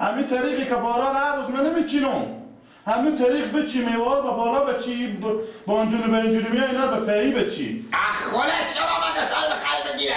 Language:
Persian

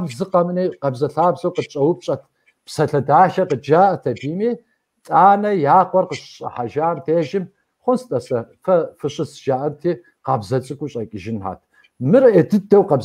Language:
Kabardian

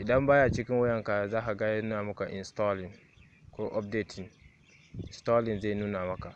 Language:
Hausa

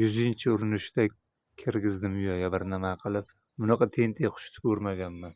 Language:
Uzbek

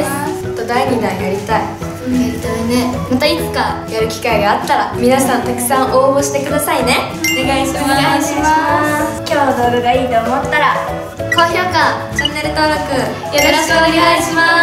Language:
Japanese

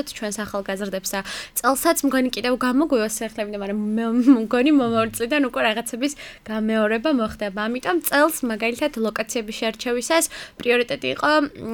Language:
Georgian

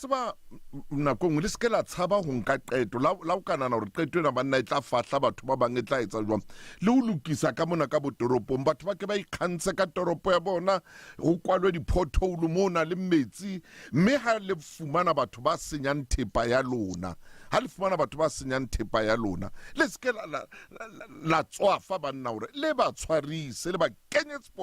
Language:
Southern Sotho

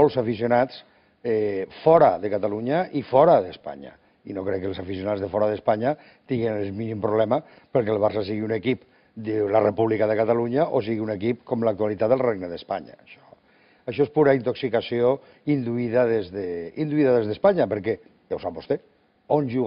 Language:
Catalan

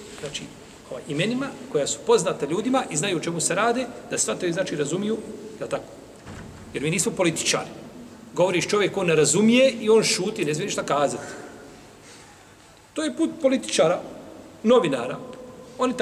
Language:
Bosnian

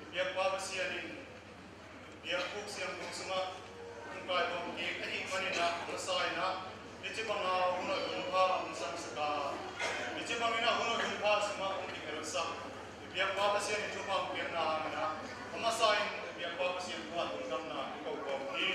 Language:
Tedim Chin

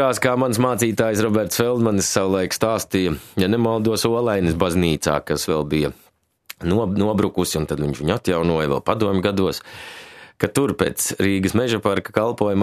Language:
Latvian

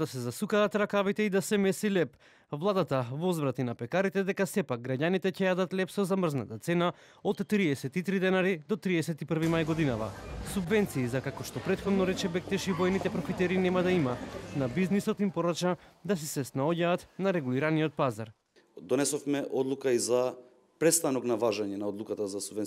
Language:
Macedonian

